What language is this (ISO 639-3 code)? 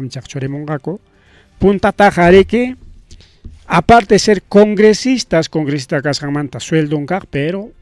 quy